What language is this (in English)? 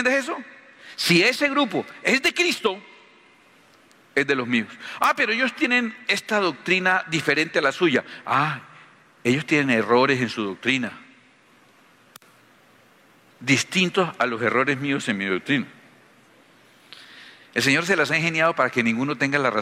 Spanish